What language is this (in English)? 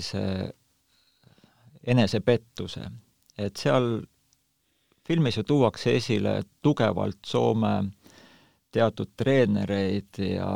Estonian